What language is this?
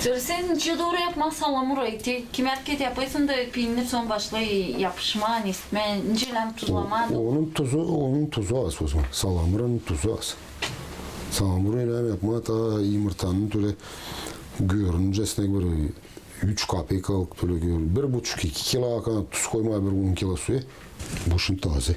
Gagauz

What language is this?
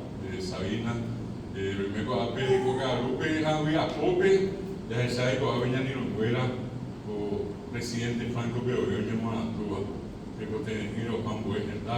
Guarani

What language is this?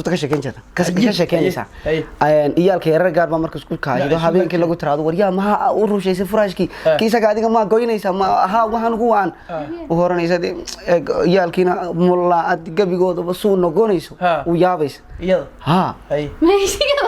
Somali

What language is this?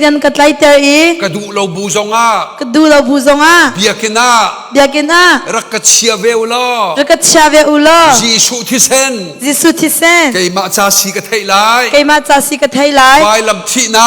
Hakha Chin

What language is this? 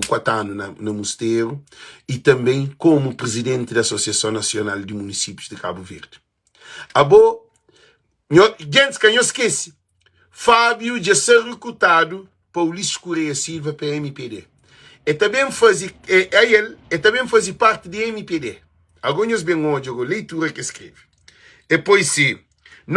Kabuverdianu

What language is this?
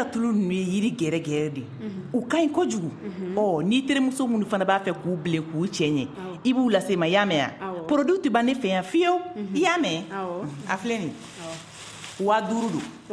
Bambara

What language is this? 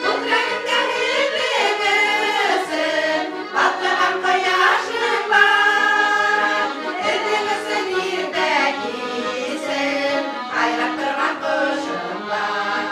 Bashkir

